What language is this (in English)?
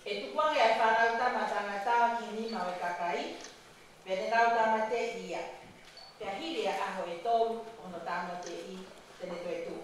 Tongan